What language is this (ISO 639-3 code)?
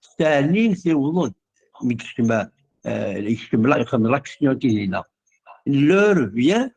kab